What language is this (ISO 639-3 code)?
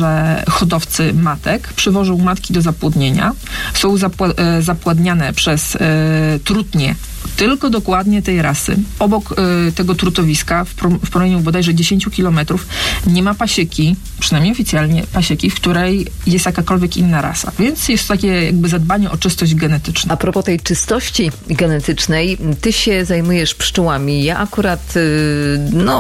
pol